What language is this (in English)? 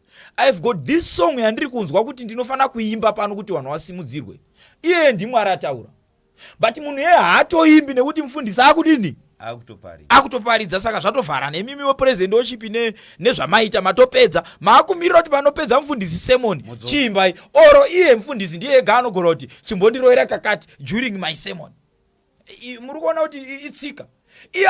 Shona